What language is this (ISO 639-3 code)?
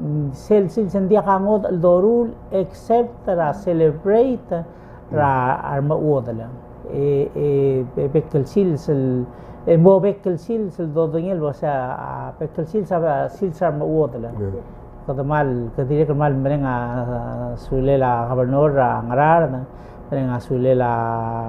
pau